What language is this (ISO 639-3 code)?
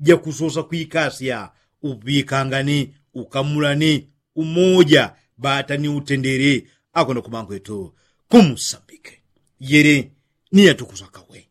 yao